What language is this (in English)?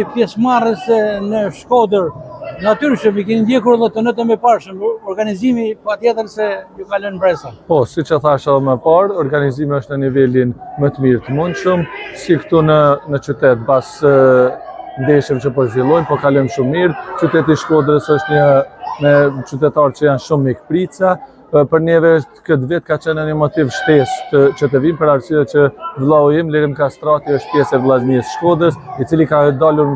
Albanian